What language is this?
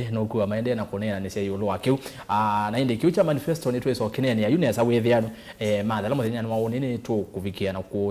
Kamba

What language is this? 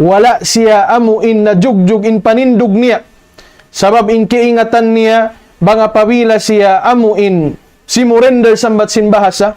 Tausug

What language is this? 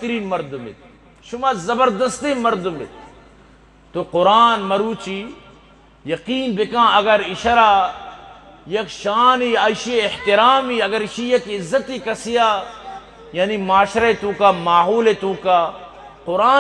Eastern Balochi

